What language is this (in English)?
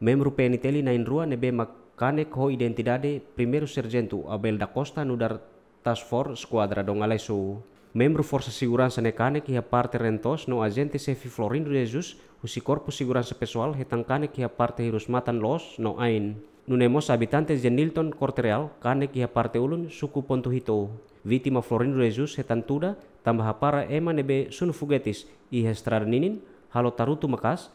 Tetum